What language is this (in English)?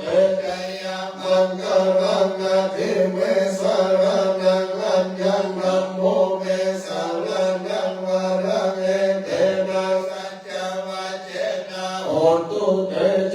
Pali